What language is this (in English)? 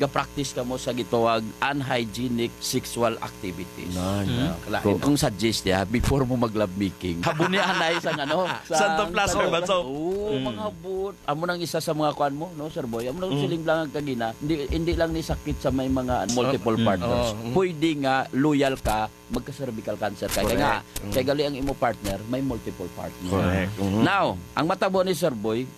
Hiligaynon